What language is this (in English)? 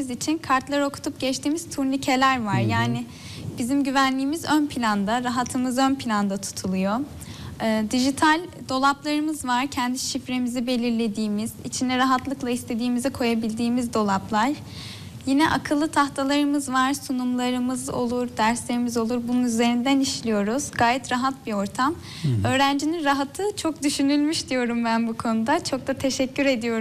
Turkish